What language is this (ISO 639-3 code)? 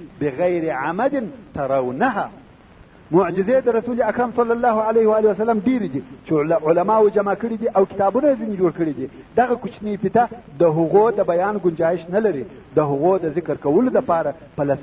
pus